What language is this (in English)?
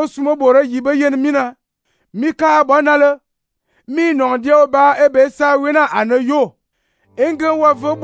Fang